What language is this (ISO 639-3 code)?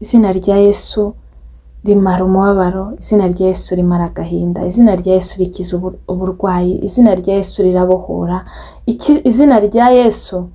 kin